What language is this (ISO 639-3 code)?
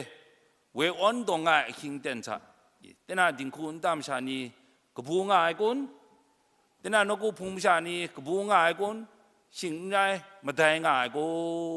kac